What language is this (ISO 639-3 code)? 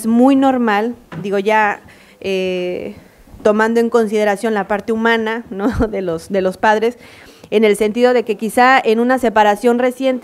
spa